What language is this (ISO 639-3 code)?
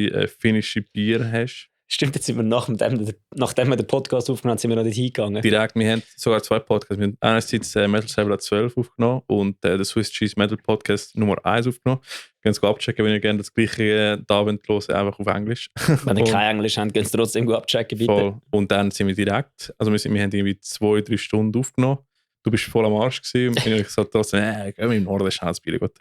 gsw